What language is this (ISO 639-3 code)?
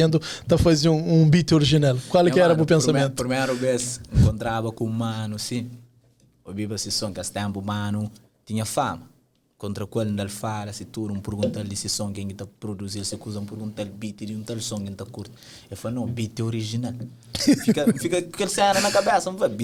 kea